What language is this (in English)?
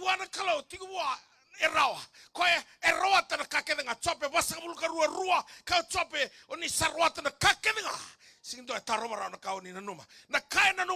Fijian